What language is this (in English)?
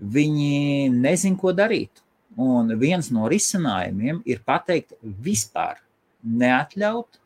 Latvian